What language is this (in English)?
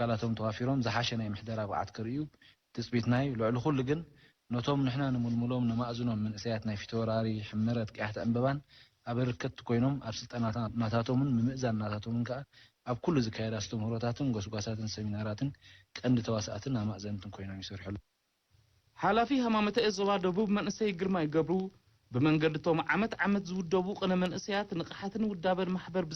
Tigrinya